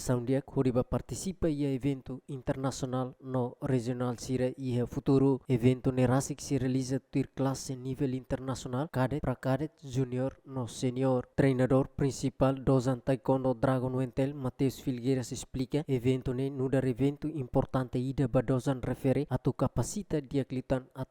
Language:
Tetum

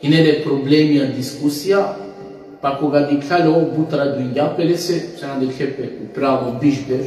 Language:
Balkan Romani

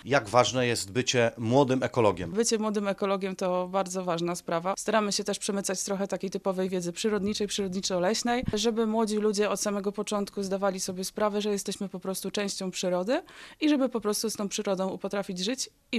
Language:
Polish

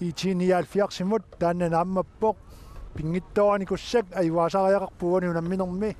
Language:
Kalaallisut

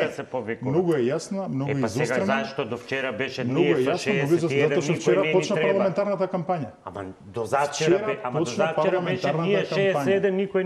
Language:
Macedonian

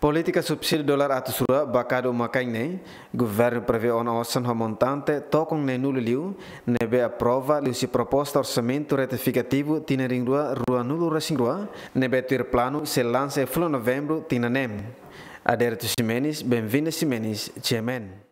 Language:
Tetum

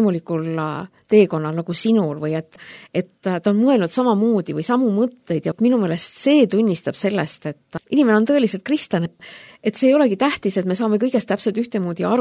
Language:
Estonian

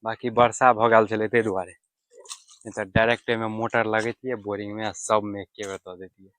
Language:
Maithili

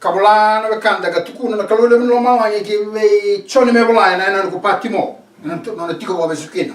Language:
Fijian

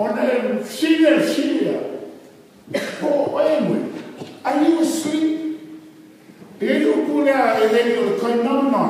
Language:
Samoan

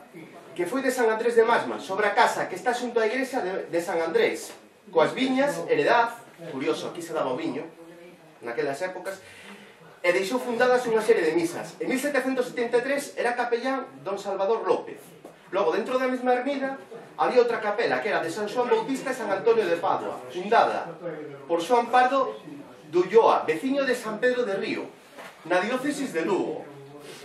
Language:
Galician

